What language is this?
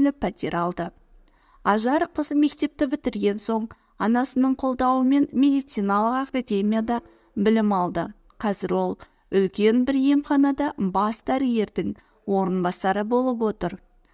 Kazakh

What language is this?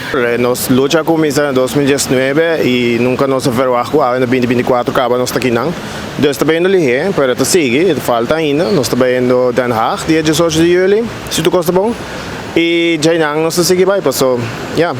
Papiamento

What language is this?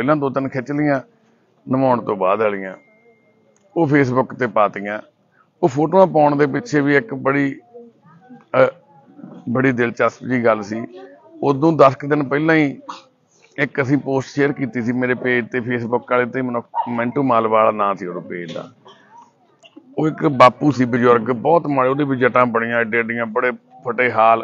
Punjabi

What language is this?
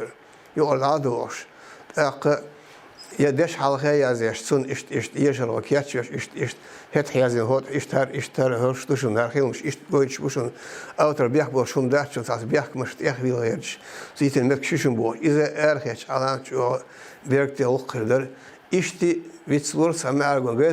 Chechen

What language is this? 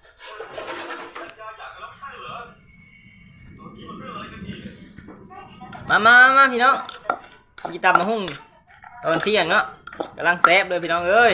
Lao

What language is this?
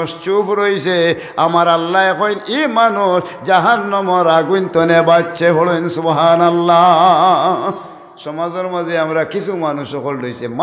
Sylheti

